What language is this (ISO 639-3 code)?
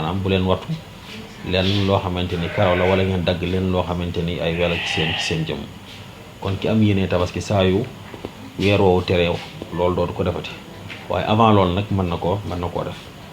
wol